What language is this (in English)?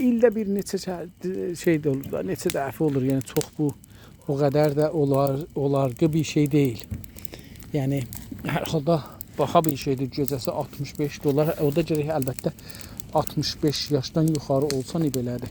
South Azerbaijani